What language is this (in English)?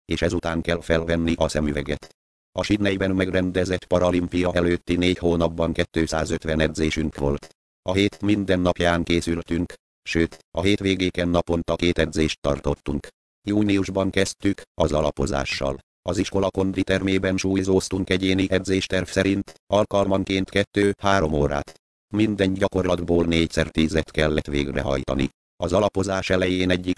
Hungarian